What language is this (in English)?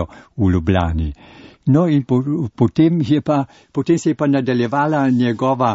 Slovenian